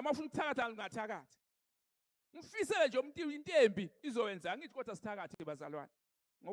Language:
Zulu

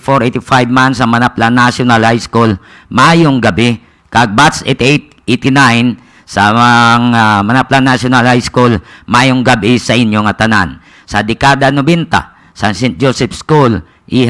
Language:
Hiligaynon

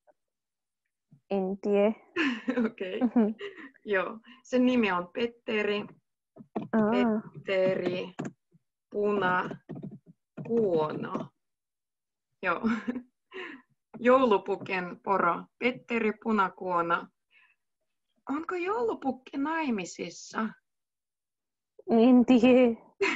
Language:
Finnish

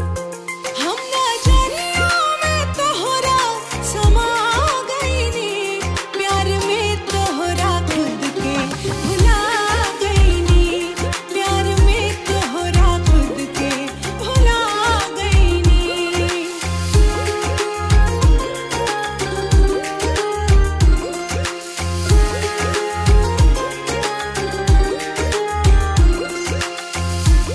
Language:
Bhojpuri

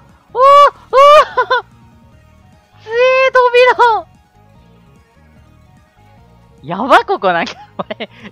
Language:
Japanese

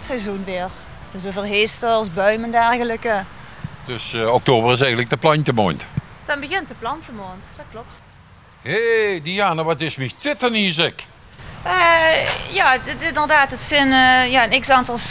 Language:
Limburgish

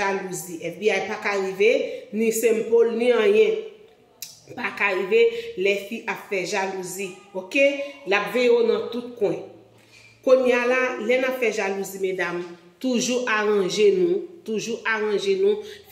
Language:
Haitian Creole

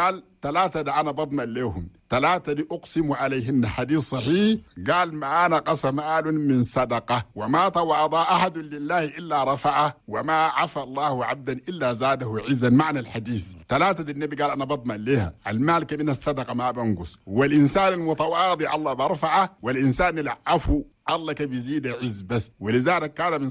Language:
Chadian Arabic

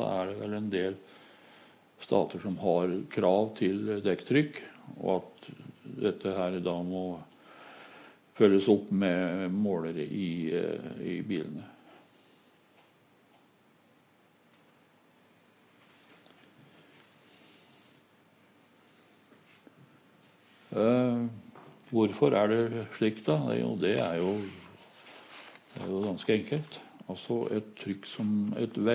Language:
Norwegian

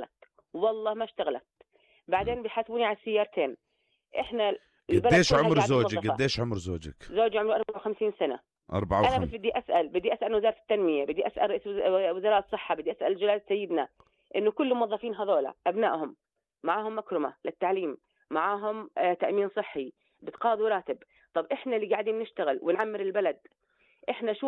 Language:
North Levantine Arabic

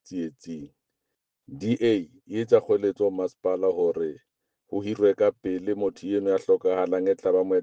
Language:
Southern Sotho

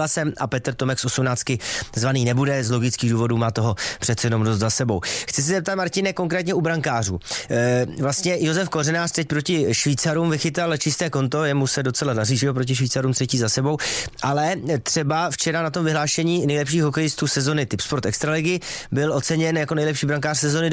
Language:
Czech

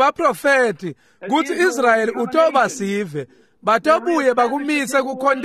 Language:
Swati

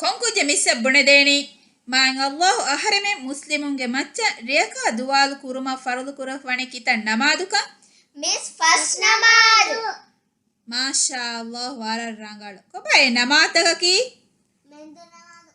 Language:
Divehi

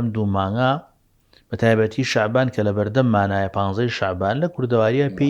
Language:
Central Kurdish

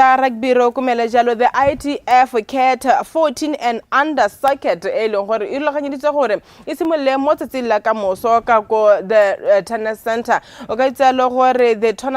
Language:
Tswana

